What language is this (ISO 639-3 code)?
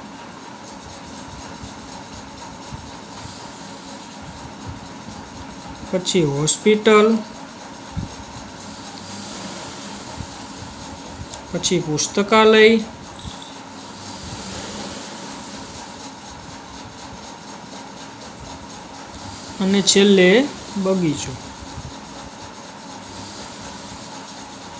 guj